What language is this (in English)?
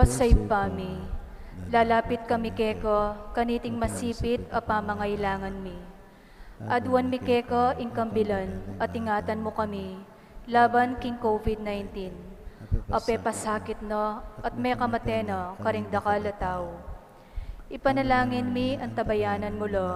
Pampanga